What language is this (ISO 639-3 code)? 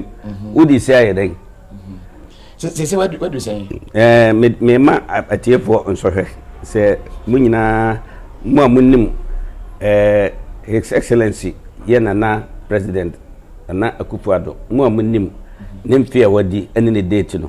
aka